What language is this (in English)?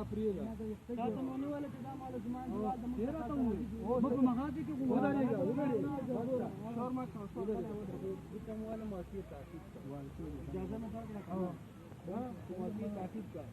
Pashto